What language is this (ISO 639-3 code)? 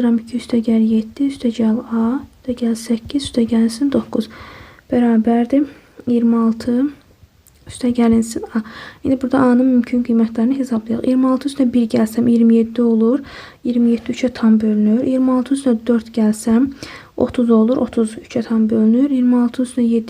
aze